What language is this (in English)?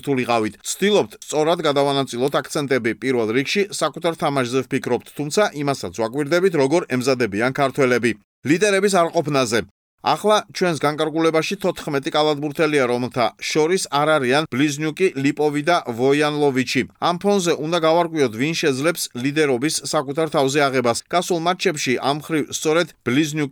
Georgian